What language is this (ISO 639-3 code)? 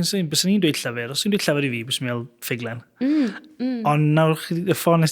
cym